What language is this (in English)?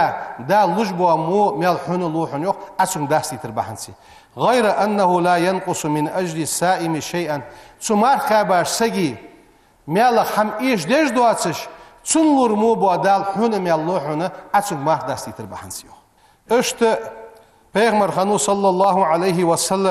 Ingush